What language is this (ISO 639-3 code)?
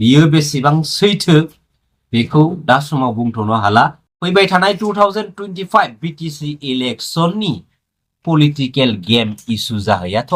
brx